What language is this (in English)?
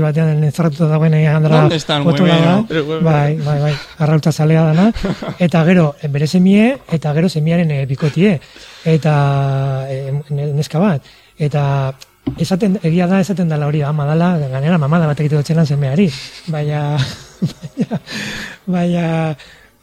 Basque